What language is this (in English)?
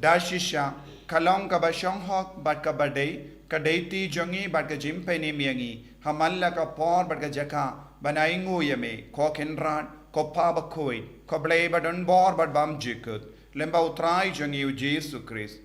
Khasi